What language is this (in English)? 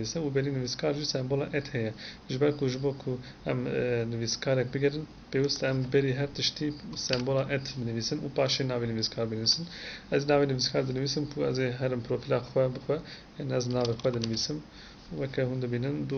Kurdish